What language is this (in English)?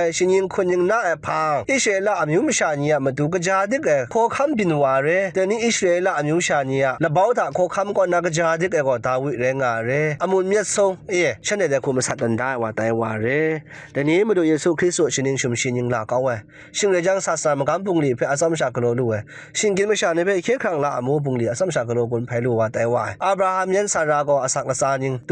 Kachin